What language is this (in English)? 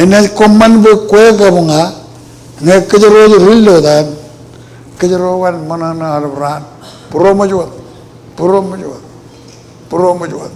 Marshallese